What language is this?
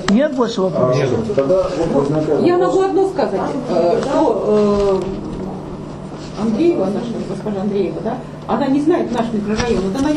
Russian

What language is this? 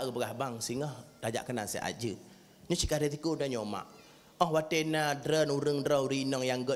Achinese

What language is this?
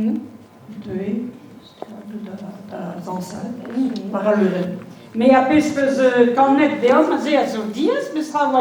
Breton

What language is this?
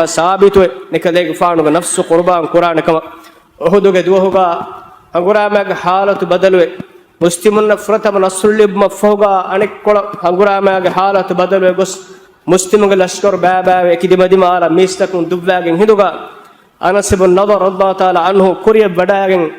Divehi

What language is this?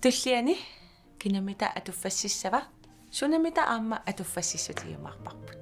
Kalaallisut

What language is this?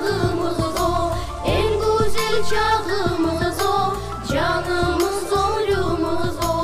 Crimean Tatar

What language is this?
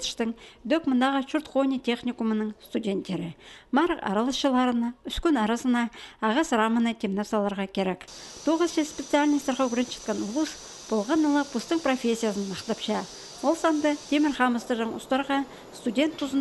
Khakas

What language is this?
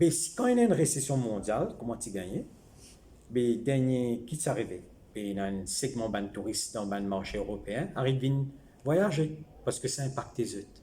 Morisyen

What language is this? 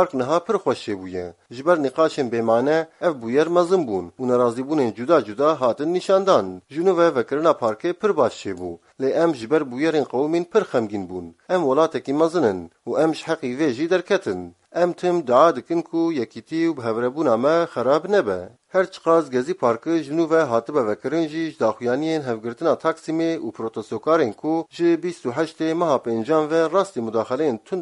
Kurdish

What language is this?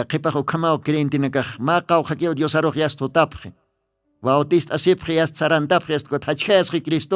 Aymara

